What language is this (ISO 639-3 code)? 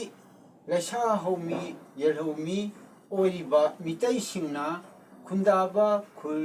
mni